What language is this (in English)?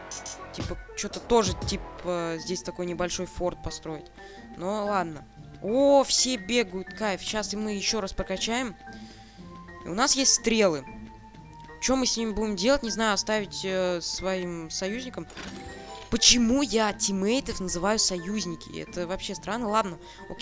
Russian